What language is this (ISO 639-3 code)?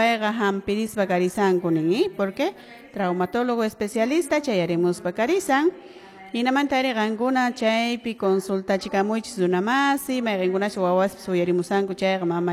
que